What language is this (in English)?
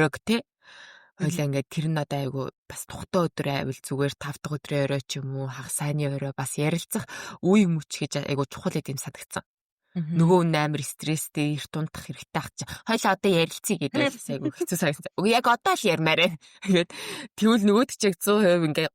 Mongolian